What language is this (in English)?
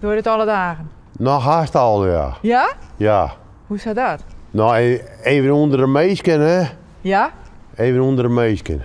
Western Frisian